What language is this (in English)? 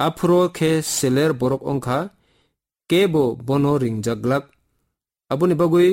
Kok Borok